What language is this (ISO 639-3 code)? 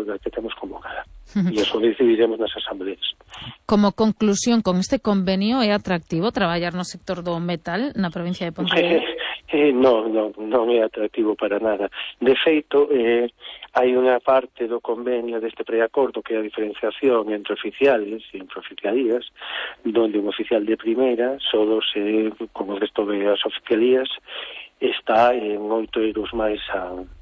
glg